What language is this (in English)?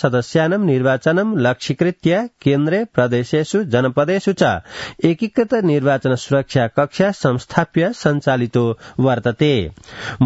Sanskrit